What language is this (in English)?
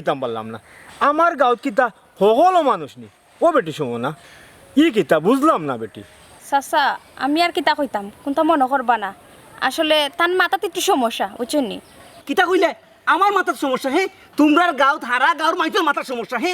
Sylheti